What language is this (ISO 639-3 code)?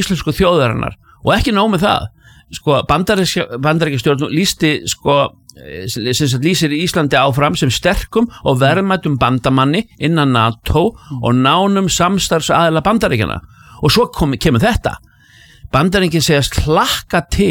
isl